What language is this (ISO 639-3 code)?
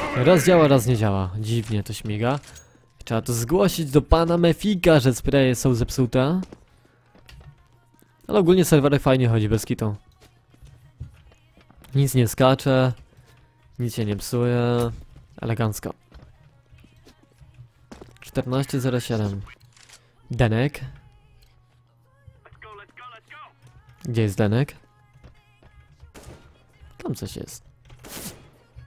pol